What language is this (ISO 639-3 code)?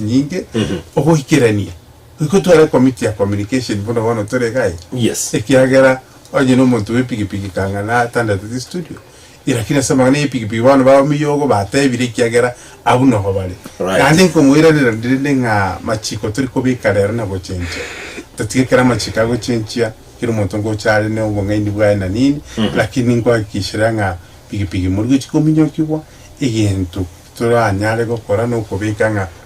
guz